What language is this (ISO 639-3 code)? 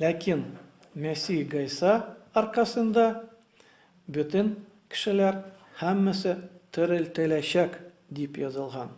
tat